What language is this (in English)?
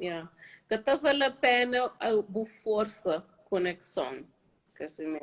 Kabuverdianu